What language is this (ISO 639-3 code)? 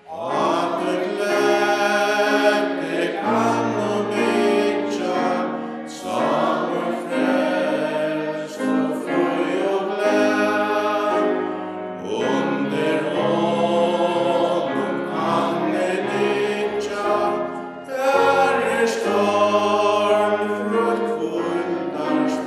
fao